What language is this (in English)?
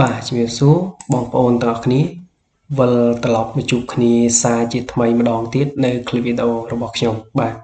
Khmer